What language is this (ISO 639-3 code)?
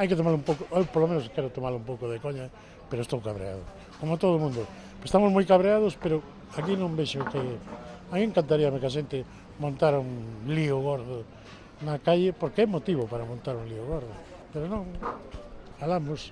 glg